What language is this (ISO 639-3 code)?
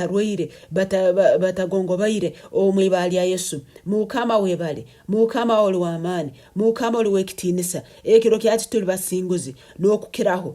nyn